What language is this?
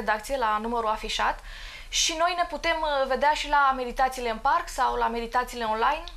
Romanian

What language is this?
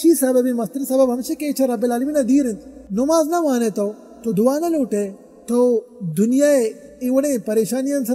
Baluchi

